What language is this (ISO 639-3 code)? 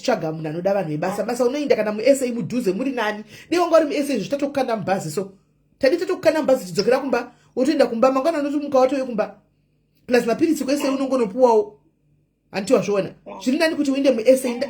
sna